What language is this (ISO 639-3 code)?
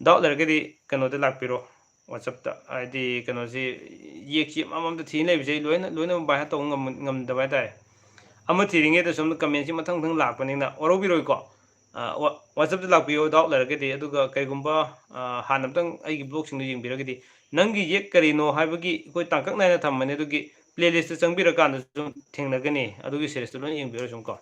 mni